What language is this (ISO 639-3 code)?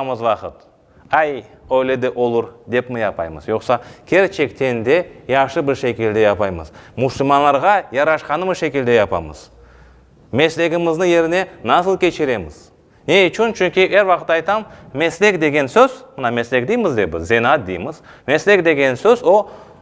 crh